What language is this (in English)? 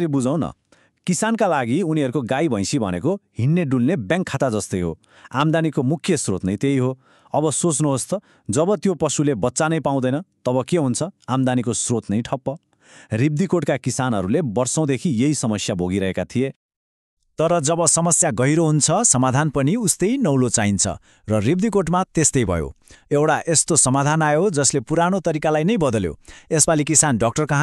Nepali